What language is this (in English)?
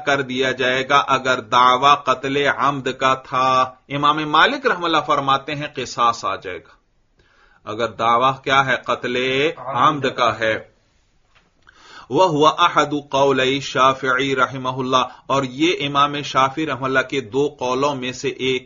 Urdu